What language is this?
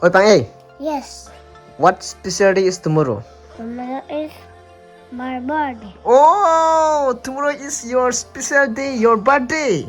Karbi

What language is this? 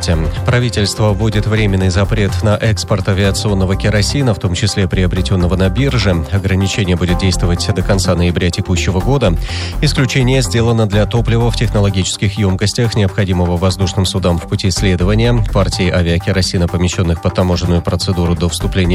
Russian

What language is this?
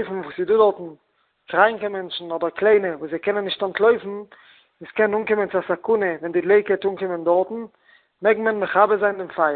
Yiddish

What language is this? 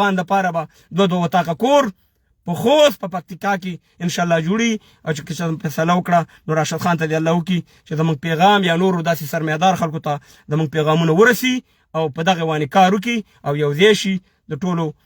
Pashto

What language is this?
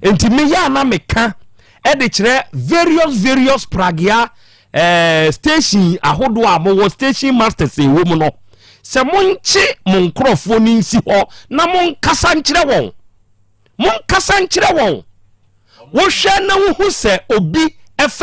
Akan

